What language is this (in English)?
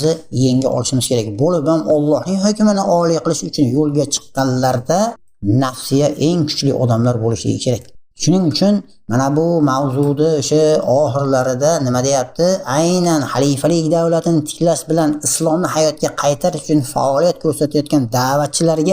Uzbek